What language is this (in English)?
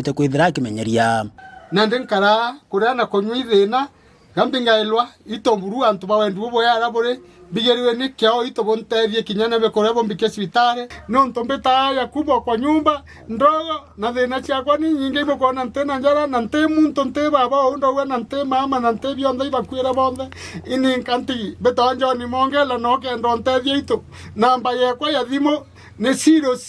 Meru